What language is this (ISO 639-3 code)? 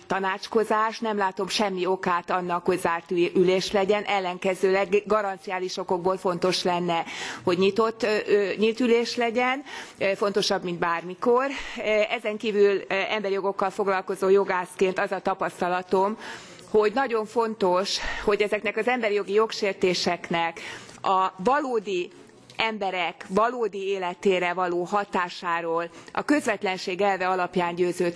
hun